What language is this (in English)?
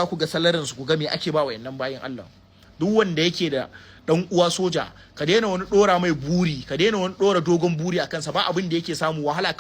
Hausa